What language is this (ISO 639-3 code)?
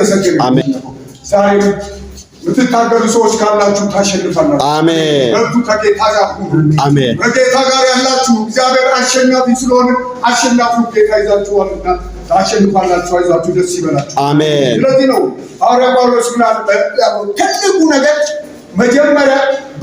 amh